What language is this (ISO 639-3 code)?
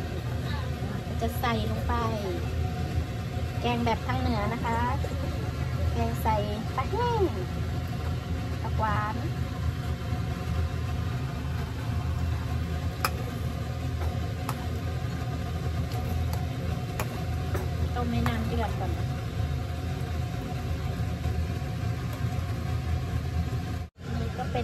tha